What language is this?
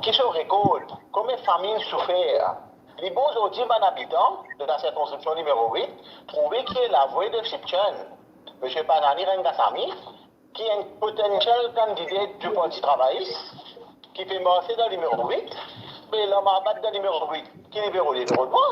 Morisyen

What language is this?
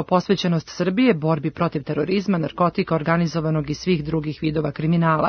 Serbian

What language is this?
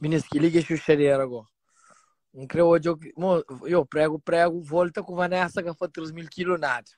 Kabuverdianu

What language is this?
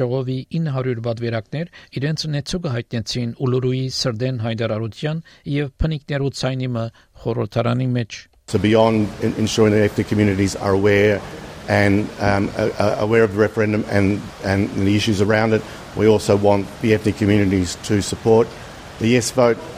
Armenian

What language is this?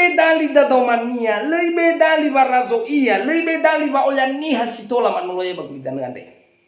Nias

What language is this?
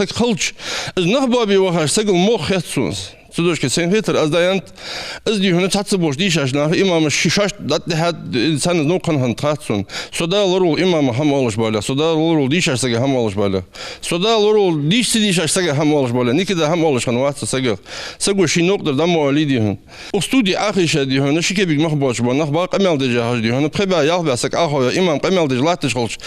Ingush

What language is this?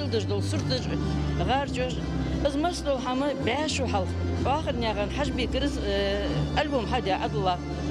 Ingush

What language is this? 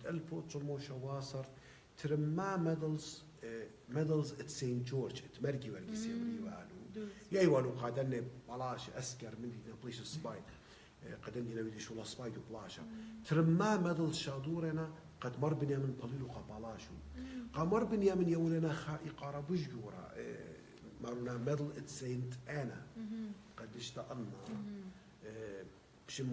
Assyrian Neo-Aramaic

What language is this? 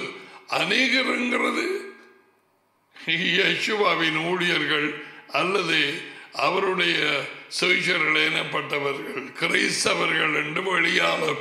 Tamil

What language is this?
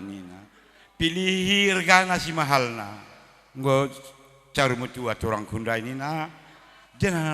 Batak Karo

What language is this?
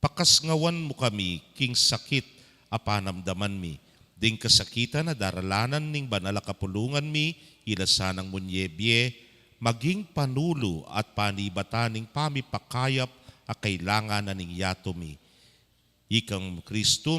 Pampanga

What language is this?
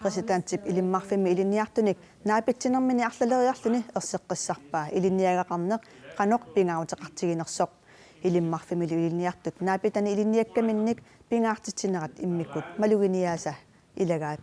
Kalaallisut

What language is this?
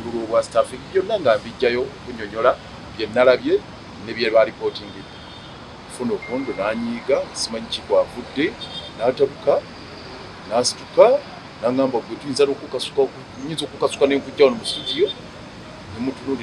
Ganda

